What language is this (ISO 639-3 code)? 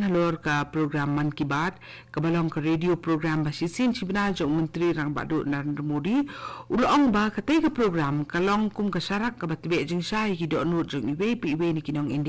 kha